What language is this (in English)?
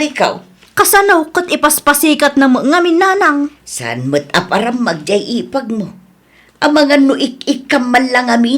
Iloko